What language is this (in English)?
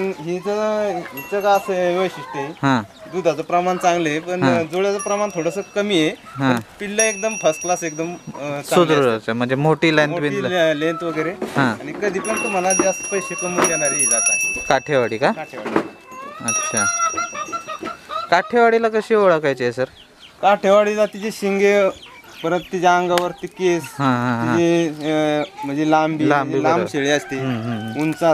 Marathi